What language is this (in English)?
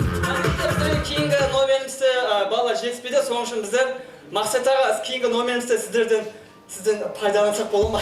Kara-Kalpak